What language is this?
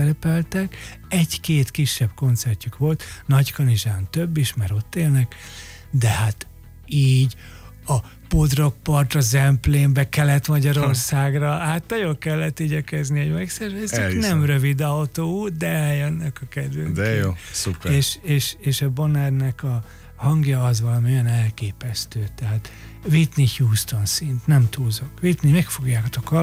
Hungarian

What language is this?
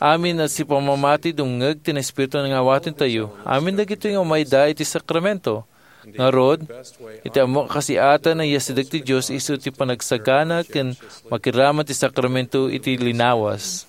Iloko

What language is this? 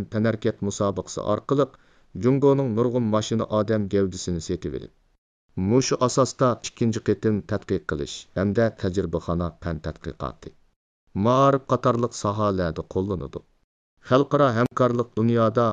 Uyghur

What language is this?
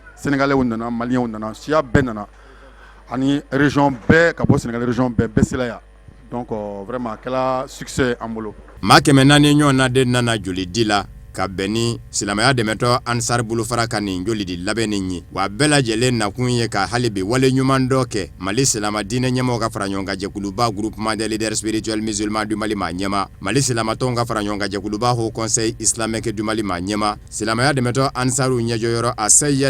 Bambara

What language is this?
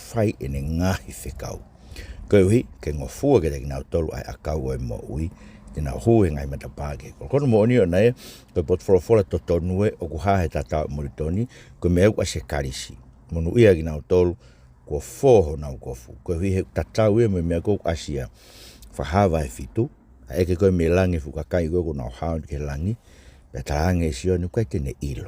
Tongan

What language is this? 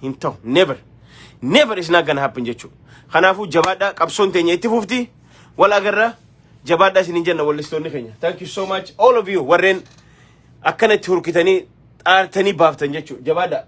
Oromo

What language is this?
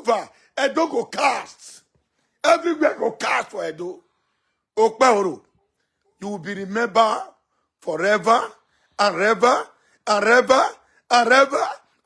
Nigerian Pidgin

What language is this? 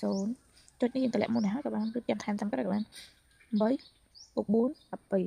Khmer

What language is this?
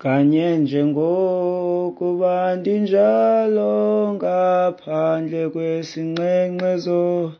Xhosa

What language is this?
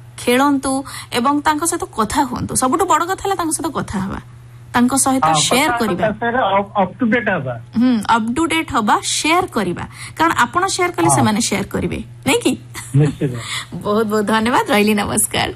Odia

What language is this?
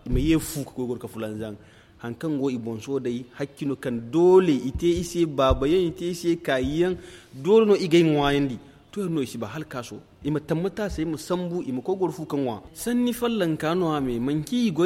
Zarma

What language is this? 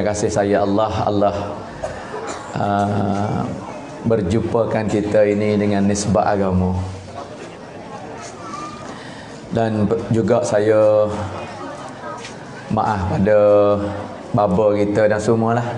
Malay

